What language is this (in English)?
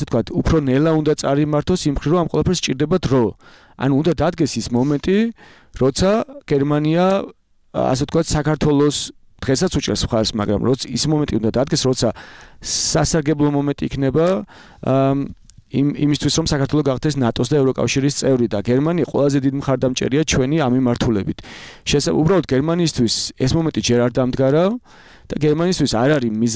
Georgian